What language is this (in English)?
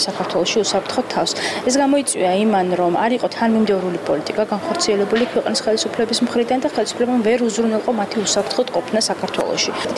Georgian